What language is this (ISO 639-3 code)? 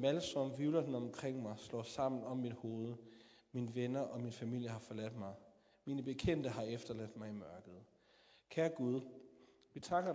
dan